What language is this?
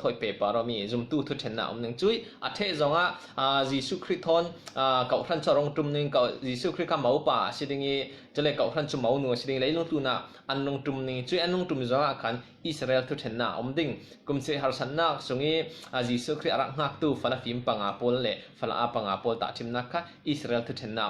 Falam Chin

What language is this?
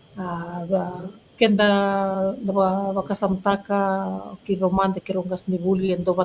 Fijian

